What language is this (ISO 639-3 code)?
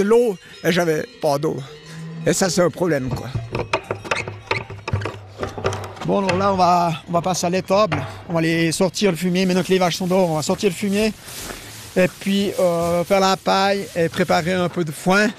fra